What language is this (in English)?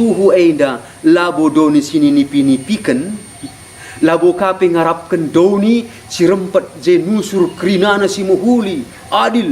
Batak Karo